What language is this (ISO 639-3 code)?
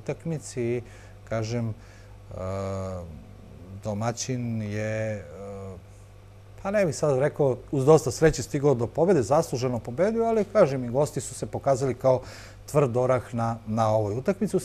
srp